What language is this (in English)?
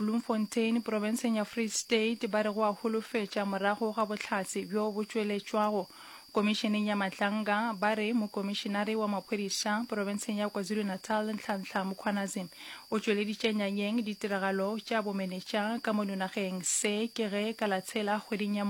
Northern Sotho